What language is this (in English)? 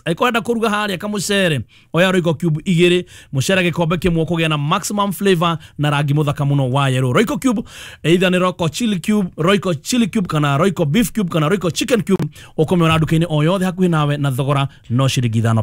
Kikuyu